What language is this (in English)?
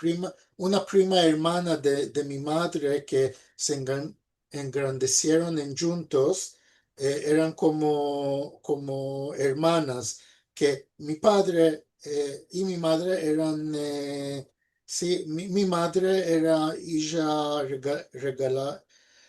Ladino